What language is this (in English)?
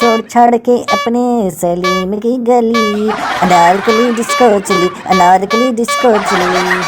Maithili